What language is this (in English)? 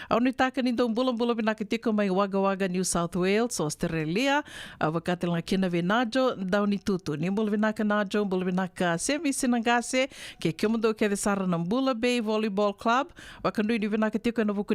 Fijian